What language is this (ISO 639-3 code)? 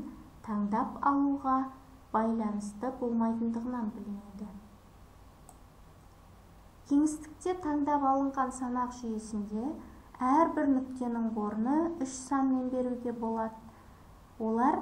kaz